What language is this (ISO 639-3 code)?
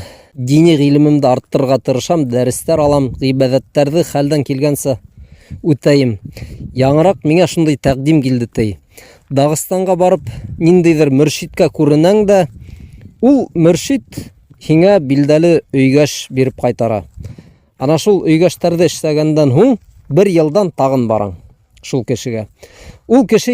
bak